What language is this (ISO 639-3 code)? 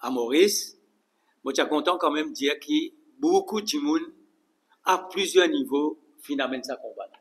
mfe